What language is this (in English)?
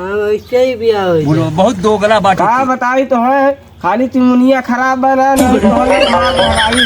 Awadhi